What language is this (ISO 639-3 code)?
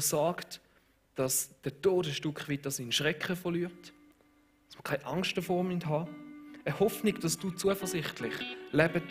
gsw